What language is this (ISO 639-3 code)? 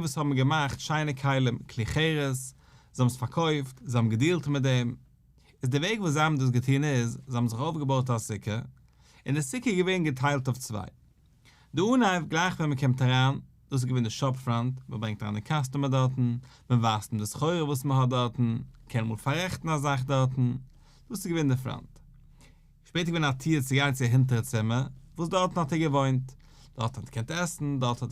yid